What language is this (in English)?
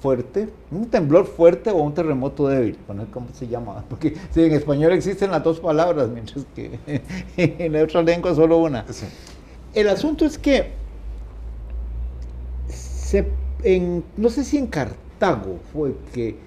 Spanish